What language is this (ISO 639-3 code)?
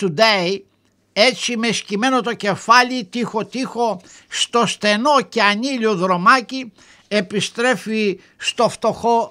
ell